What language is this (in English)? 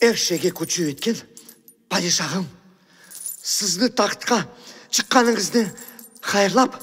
Crimean Tatar